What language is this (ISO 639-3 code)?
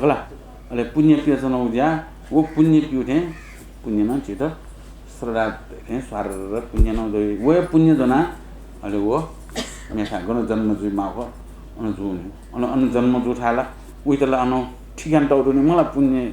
new